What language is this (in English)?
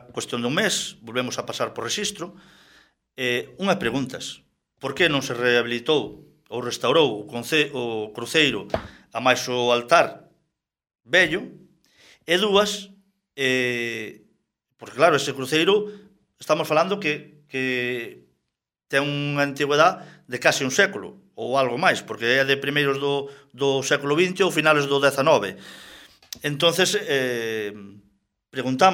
Galician